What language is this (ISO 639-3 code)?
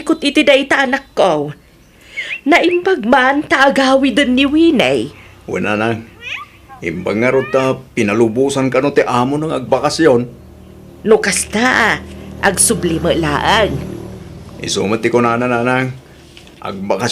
ilo